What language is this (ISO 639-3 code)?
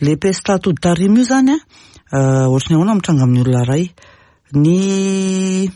mlg